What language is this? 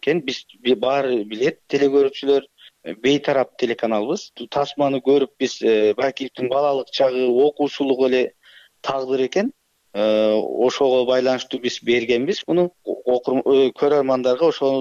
Kyrgyz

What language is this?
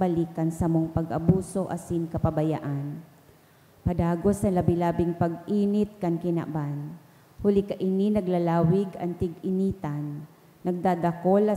Bikol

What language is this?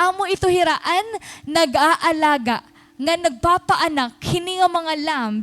Waray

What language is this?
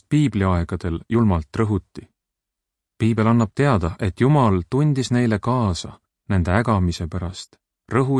Estonian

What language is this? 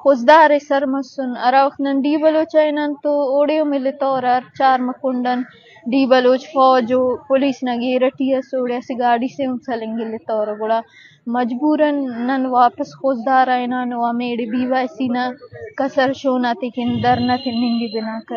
Eastern Balochi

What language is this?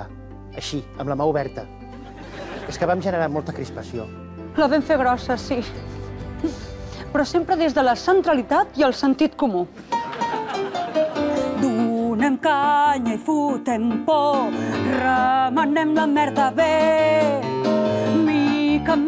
Catalan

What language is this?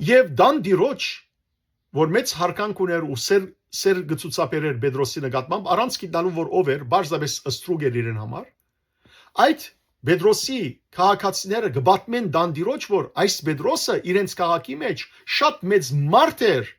Western Armenian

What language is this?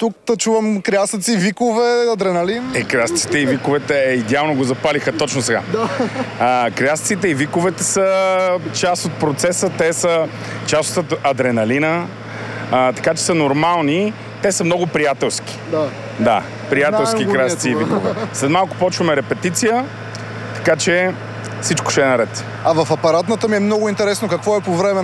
Bulgarian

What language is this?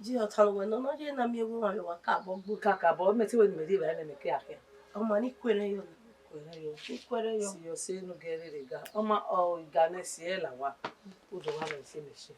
Bini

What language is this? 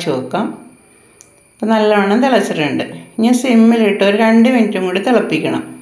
Malayalam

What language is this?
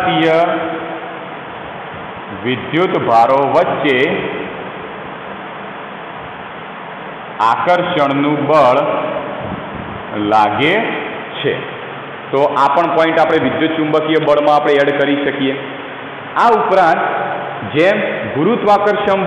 Gujarati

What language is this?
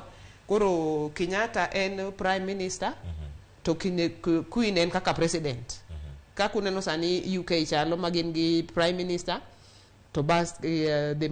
Luo (Kenya and Tanzania)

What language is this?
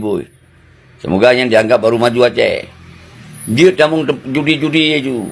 Achinese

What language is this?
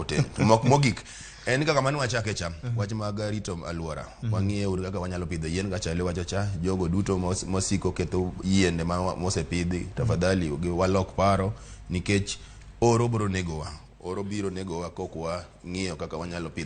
Luo (Kenya and Tanzania)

